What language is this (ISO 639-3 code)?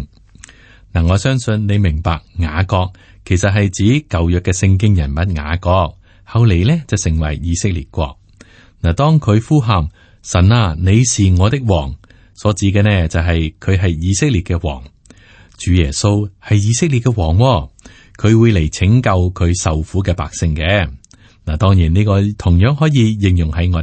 yue